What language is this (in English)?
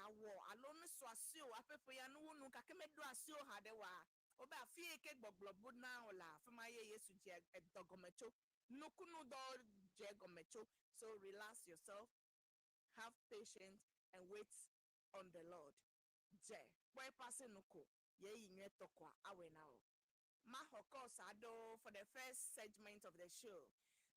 Ewe